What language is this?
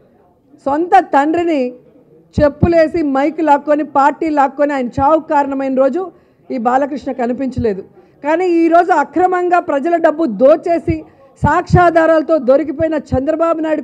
Telugu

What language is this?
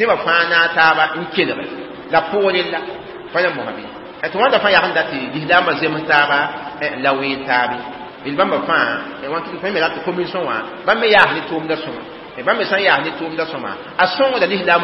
Mossi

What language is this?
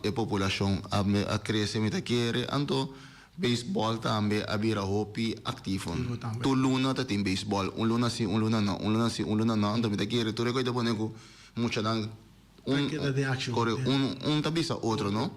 Papiamento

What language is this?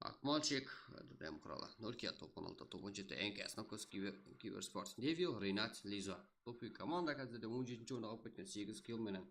Kara-Kalpak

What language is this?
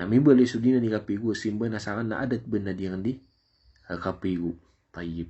Maranao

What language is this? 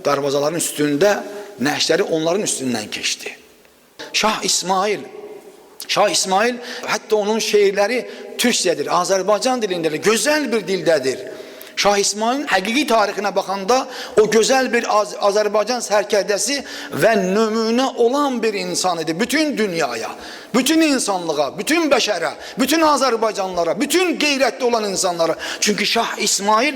Azerbaijani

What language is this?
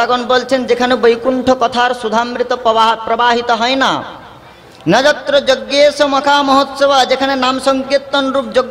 Bangla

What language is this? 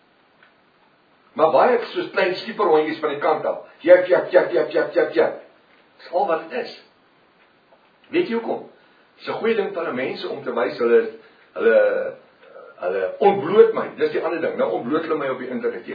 Afrikaans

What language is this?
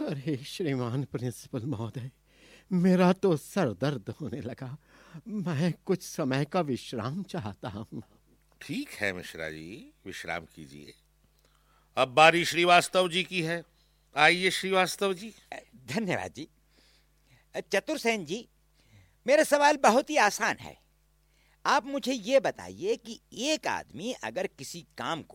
Hindi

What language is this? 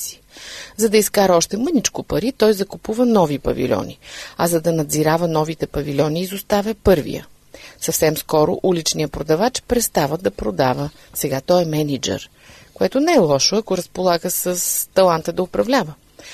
Bulgarian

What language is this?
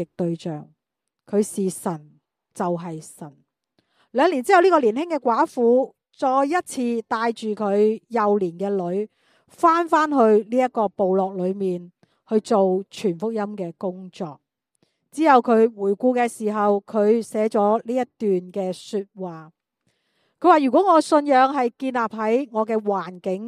Cantonese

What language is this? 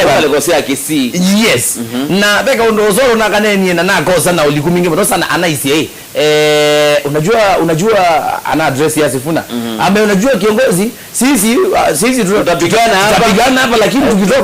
Kamba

